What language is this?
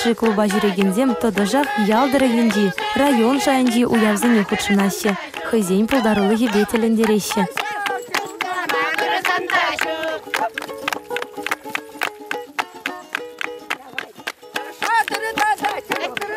Chuvash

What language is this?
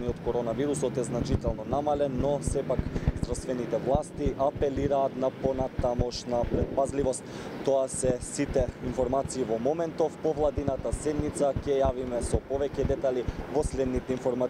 Macedonian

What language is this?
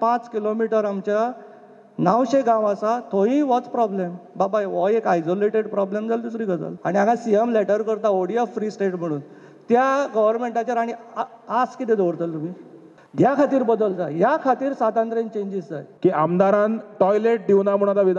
Konkani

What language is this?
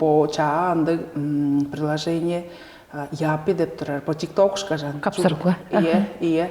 Tuvinian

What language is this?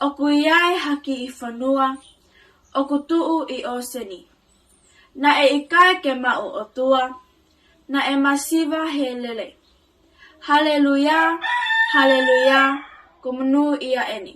Tongan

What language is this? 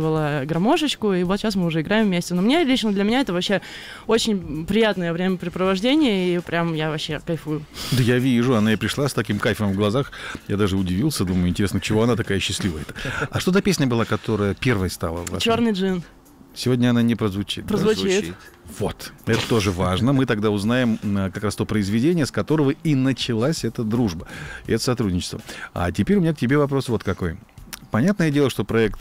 Russian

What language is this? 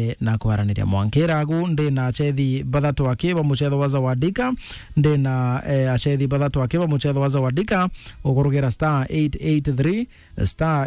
Meru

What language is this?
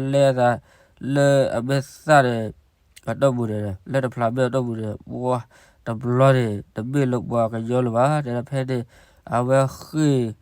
S'gaw Karen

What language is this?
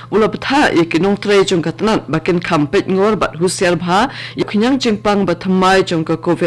Khasi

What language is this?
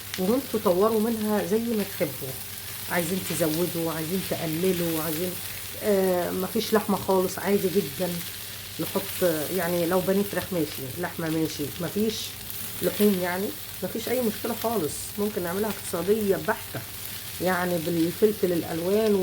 Egyptian Arabic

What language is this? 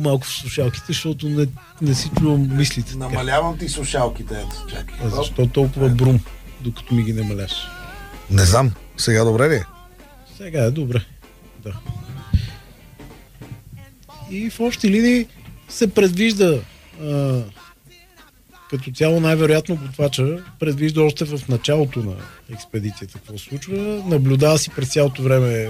Bulgarian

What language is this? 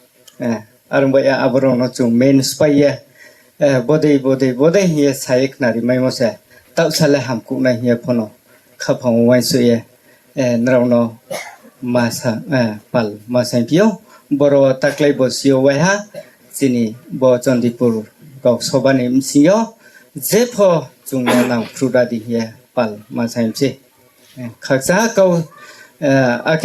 Riang (India)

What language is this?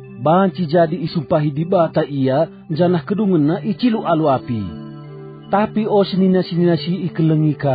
Batak Karo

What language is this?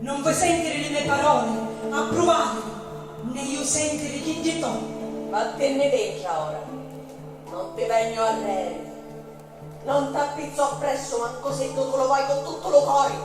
Sicilian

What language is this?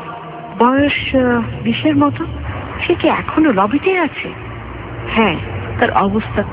Bangla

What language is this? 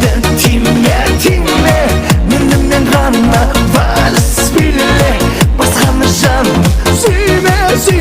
Kara-Kalpak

